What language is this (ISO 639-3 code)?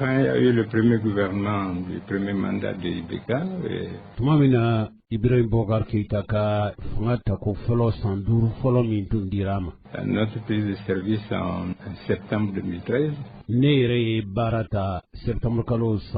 bam